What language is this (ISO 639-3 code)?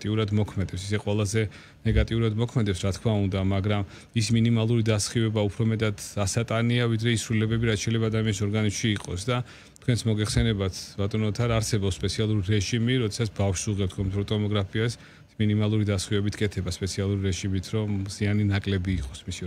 kat